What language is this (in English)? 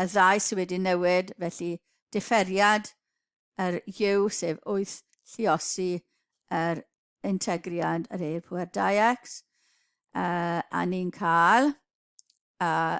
Welsh